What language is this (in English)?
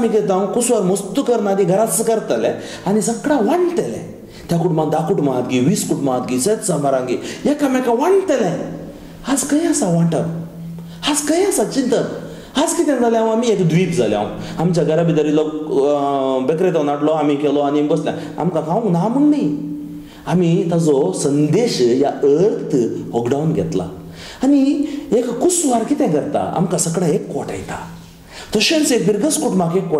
Konkani